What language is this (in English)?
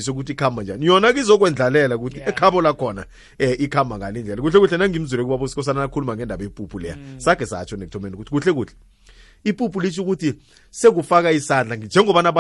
South Ndebele